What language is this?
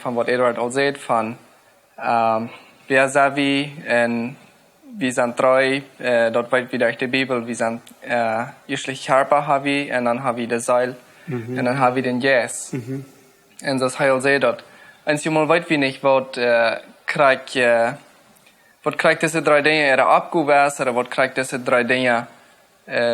Plautdietsch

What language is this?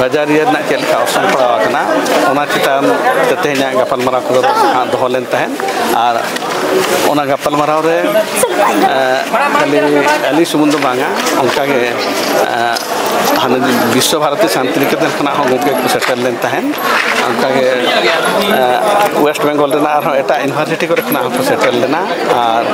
Santali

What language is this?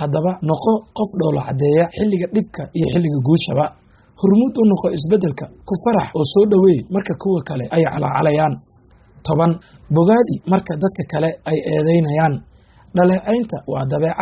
Somali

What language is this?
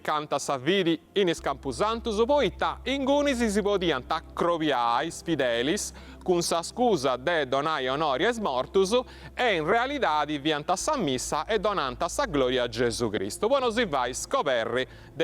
Sardinian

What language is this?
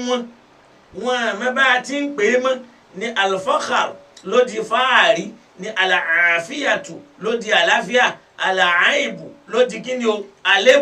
Yoruba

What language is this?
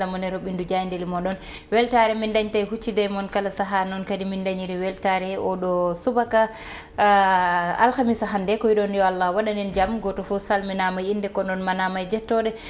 Fula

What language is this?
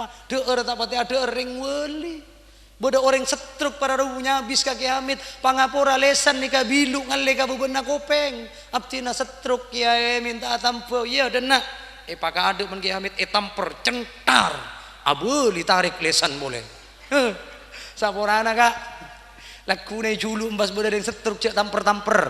Madurese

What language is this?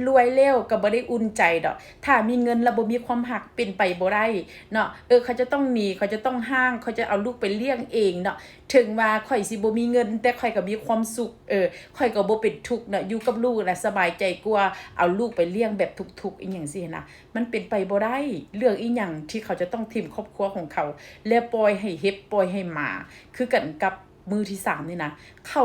Northeastern Thai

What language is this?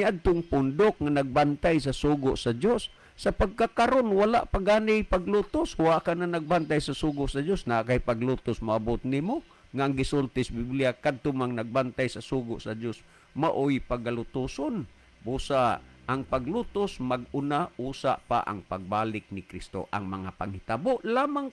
Cebuano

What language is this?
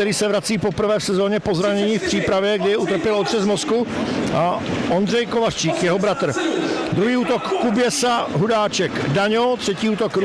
Czech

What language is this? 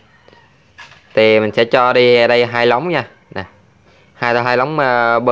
Vietnamese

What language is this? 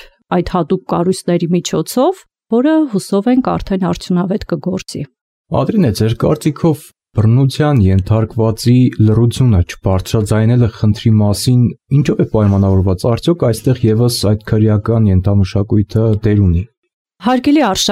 Armenian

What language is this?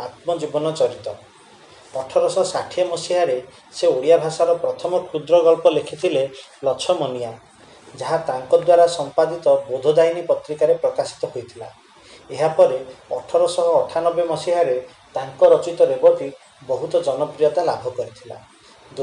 Odia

